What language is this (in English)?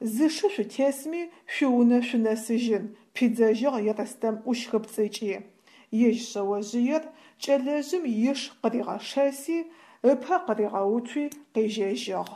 Adyghe